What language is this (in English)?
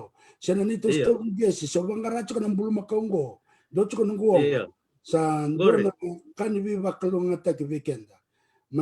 Fijian